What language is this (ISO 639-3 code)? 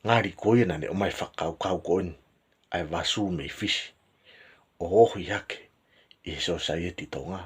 ton